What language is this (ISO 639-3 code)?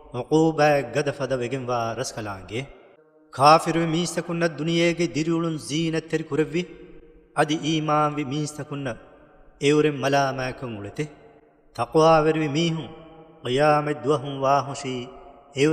div